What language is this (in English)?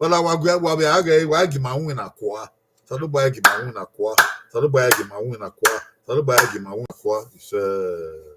Bini